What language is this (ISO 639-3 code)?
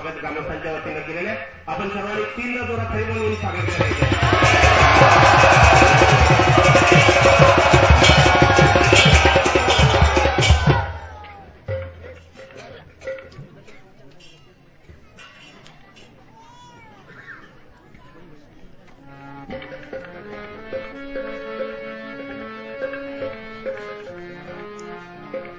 mar